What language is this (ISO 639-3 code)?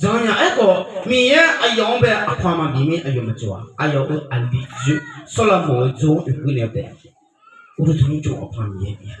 ahk